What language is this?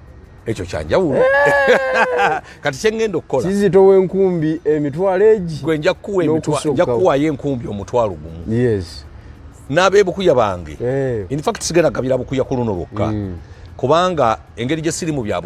Ganda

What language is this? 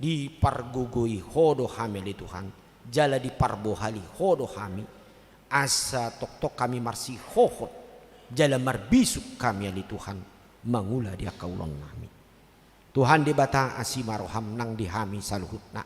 Batak Toba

